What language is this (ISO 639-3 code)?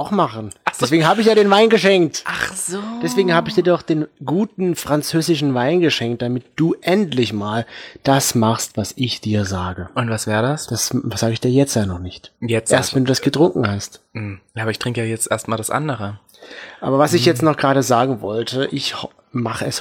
deu